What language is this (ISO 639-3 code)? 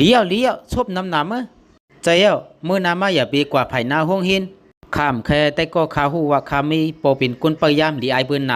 shn